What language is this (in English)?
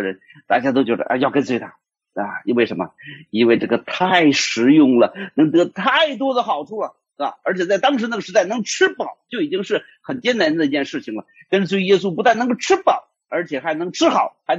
Chinese